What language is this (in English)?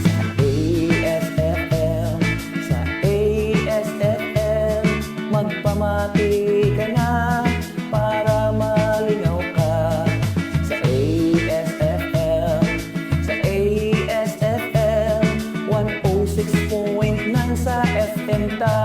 Hiligaynon